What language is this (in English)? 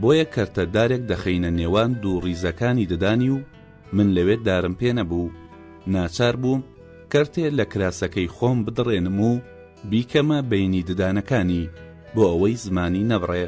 Central Kurdish